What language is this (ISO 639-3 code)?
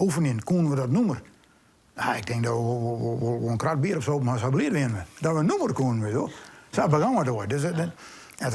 fry